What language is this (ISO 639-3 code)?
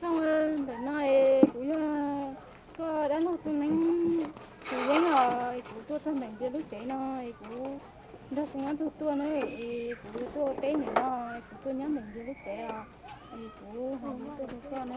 hmn